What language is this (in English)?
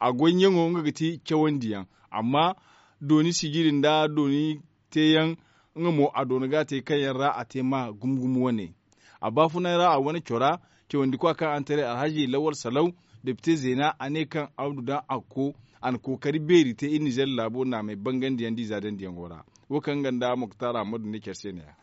Zarma